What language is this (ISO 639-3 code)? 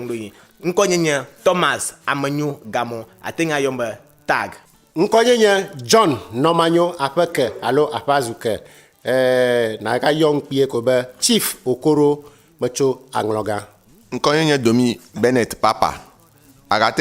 ewe